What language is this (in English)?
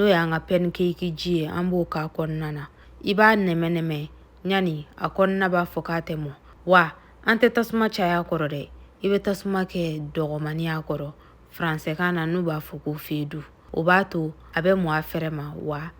Bambara